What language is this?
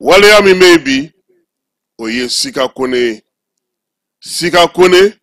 Bambara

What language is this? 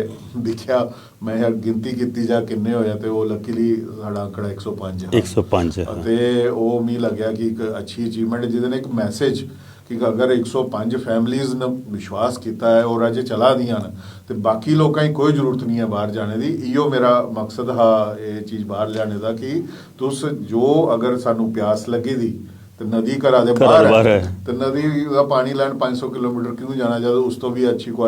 Dogri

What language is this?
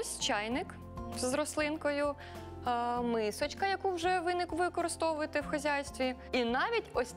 Ukrainian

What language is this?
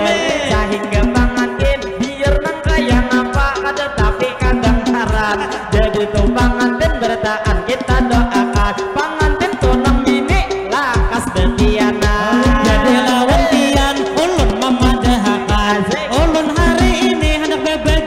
Banjar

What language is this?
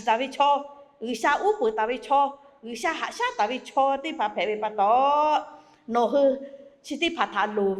Lahu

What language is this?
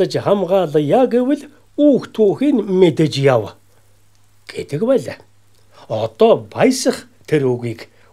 Mongolian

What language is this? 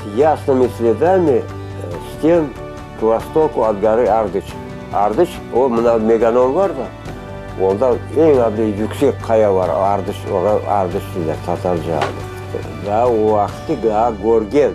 Crimean Tatar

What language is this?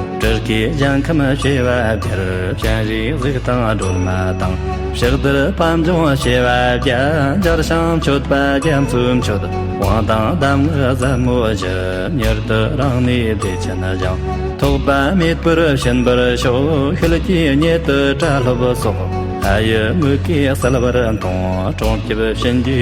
Tibetan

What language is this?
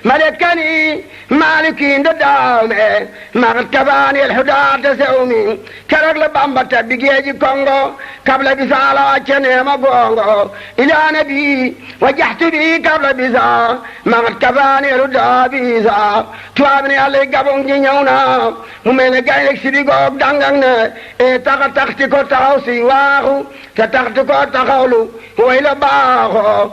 Wolof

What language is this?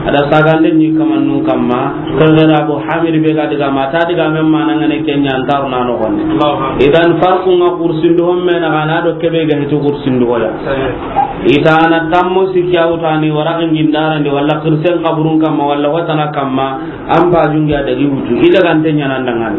Soninke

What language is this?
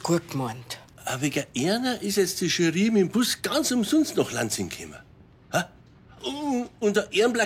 Bavarian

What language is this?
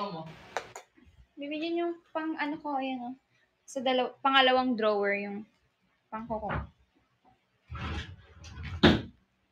Filipino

